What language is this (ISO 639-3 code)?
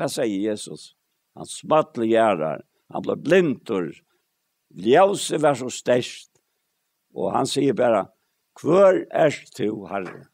fao